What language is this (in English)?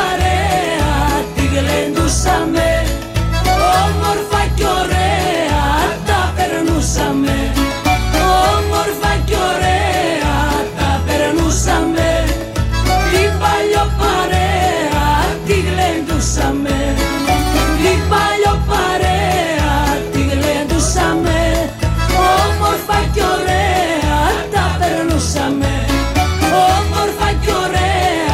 Greek